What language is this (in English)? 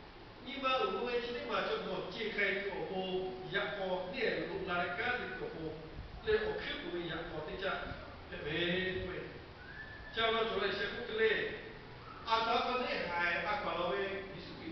Lahu